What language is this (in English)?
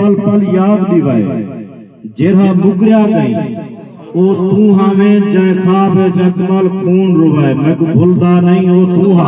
Saraiki